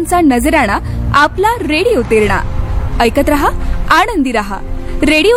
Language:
Marathi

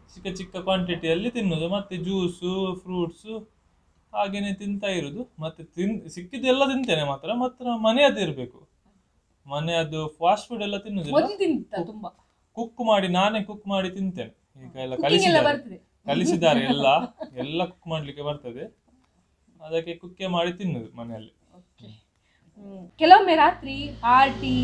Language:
Kannada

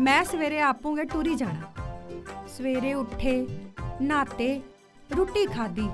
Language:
Dogri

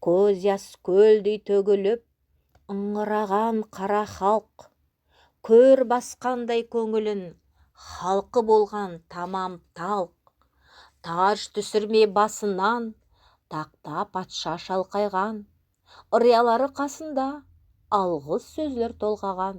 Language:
Nogai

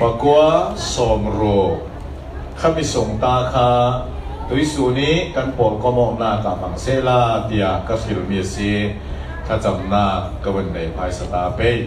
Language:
Falam Chin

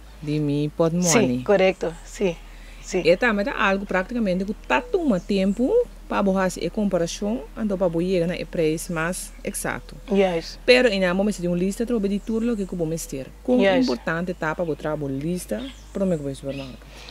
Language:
Papiamento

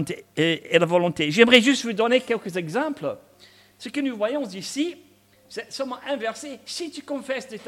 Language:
French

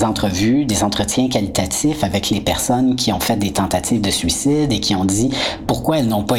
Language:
French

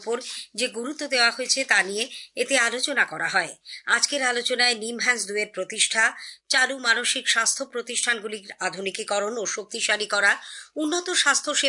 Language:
Bangla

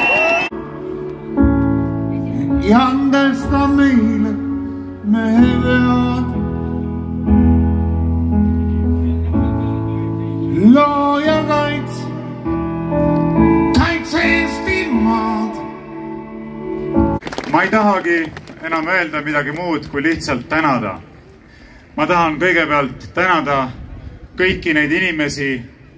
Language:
Estonian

